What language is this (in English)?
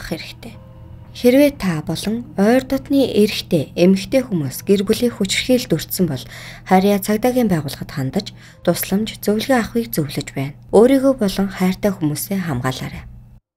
Mongolian